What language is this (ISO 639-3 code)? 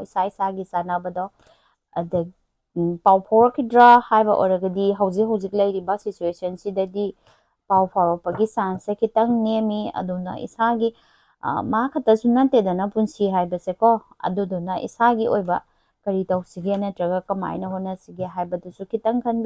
mni